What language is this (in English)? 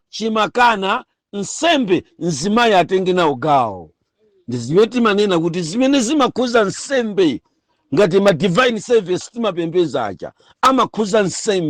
Nyanja